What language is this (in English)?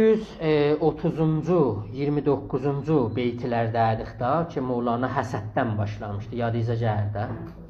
South Azerbaijani